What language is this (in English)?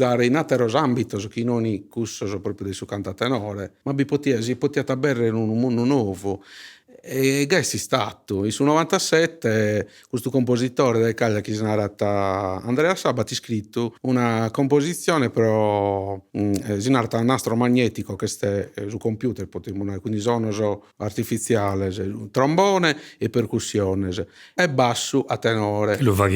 Sardinian